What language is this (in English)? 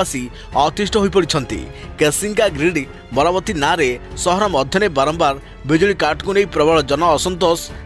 Odia